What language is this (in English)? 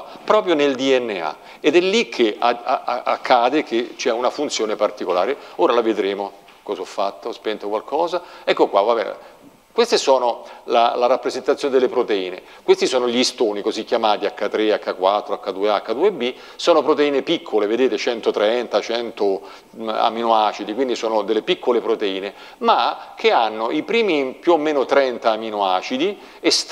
Italian